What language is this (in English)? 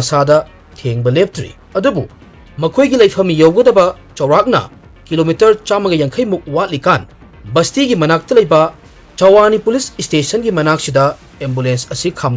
Manipuri